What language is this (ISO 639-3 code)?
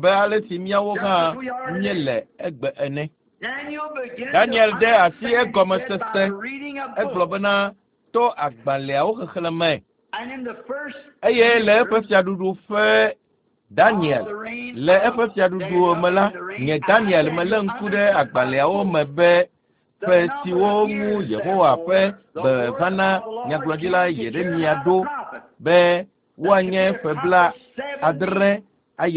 ewe